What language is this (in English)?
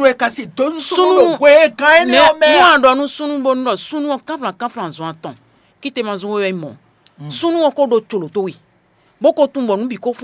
Fon